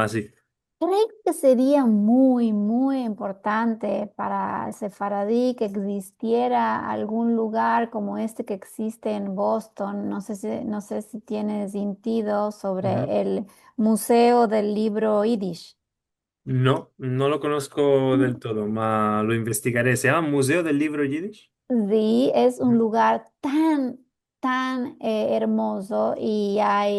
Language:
Ladino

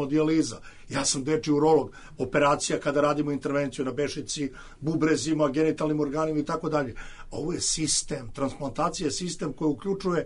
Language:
Serbian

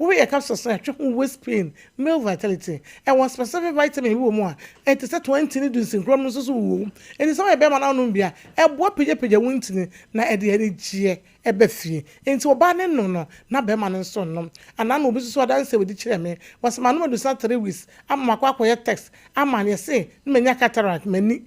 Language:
Akan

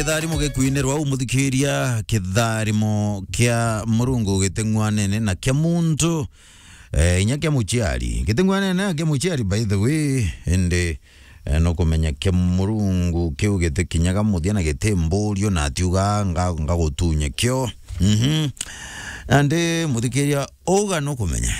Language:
Meru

